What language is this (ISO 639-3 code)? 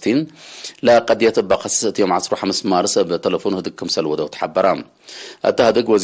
tig